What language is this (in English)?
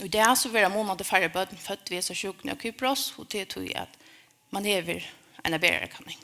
Faroese